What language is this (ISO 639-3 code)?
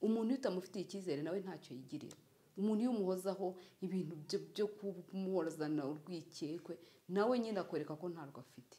kin